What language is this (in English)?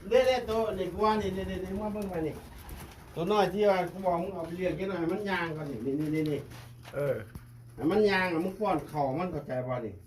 Lao